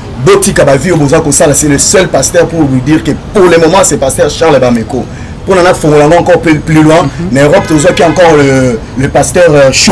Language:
Lingala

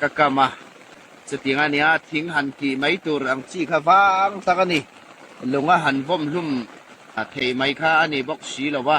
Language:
Hmar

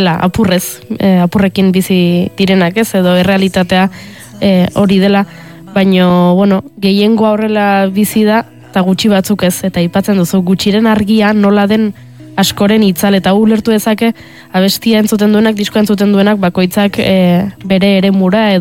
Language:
Basque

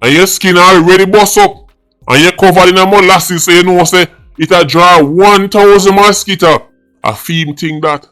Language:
Jamaican Creole English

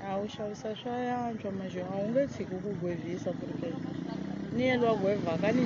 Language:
Tsonga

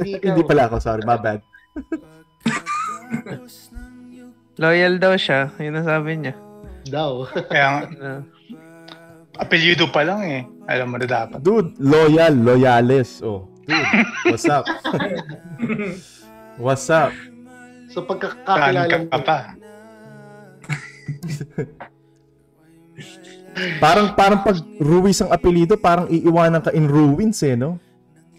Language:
Filipino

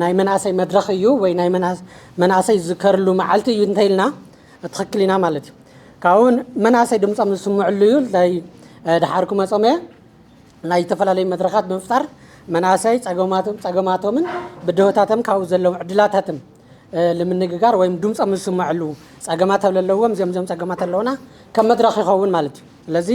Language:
Tigrinya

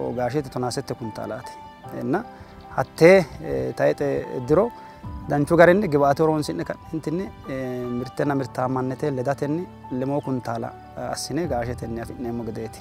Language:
Sidamo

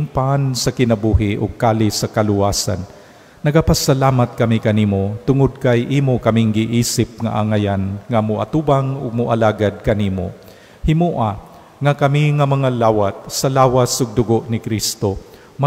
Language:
Cebuano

